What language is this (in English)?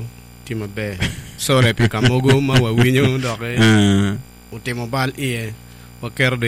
Acoli